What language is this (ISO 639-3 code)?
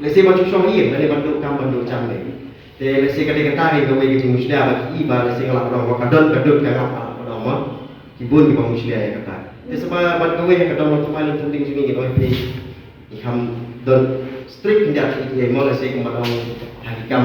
kha